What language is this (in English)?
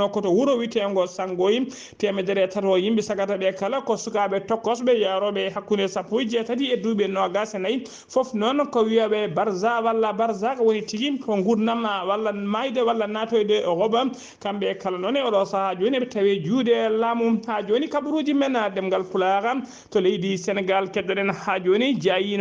Fula